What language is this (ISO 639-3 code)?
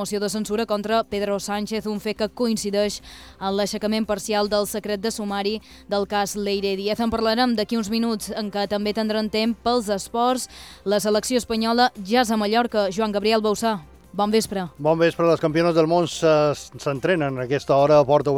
cat